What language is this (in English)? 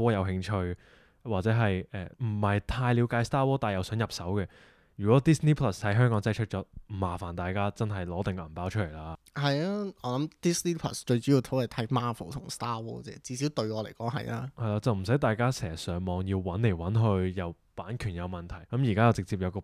Cantonese